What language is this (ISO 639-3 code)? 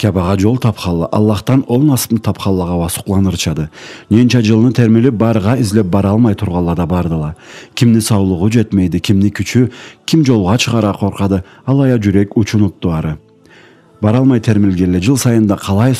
krc